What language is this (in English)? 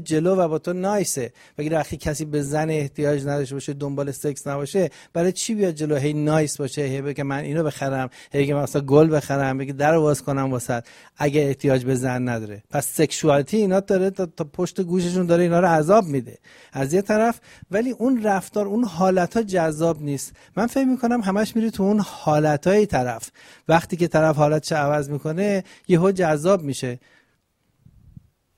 Persian